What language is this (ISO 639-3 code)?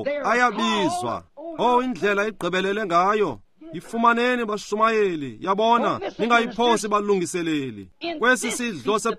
xho